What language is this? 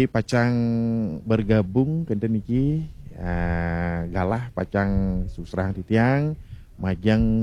Balinese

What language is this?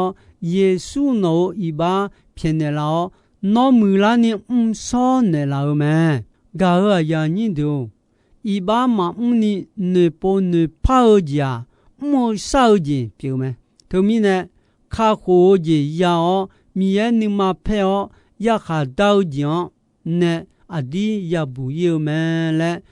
Akha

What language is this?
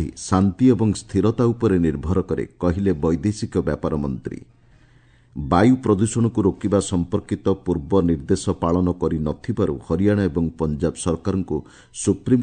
Odia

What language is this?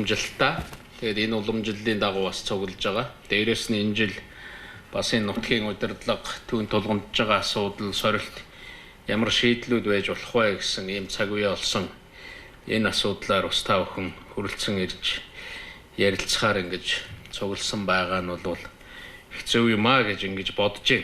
Mongolian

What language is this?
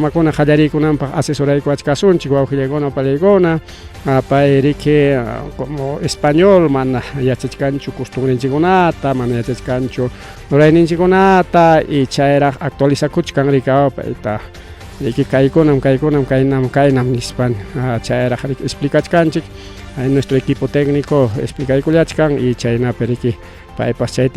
Ayacucho Quechua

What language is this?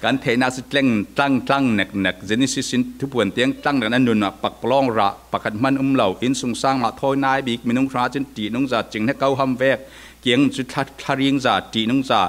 Falam Chin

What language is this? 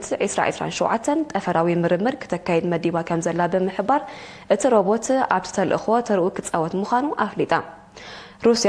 Tigrinya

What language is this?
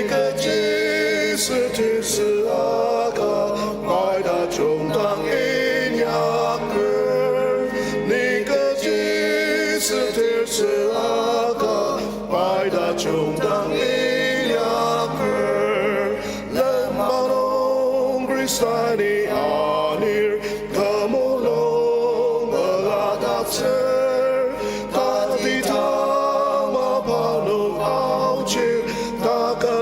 Ao Naga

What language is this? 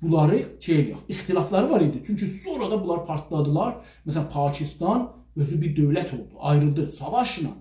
South Azerbaijani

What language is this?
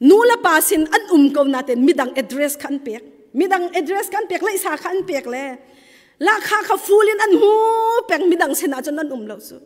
Hakha Chin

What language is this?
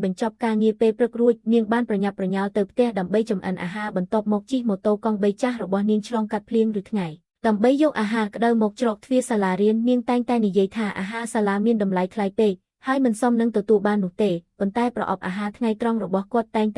Khmer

